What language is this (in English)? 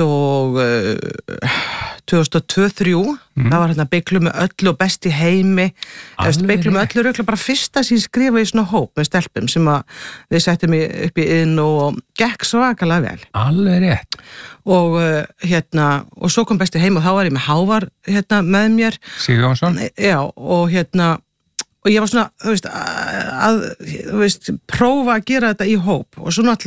Icelandic